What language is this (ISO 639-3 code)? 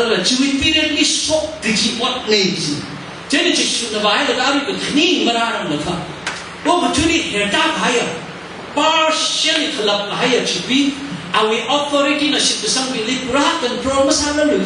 nmf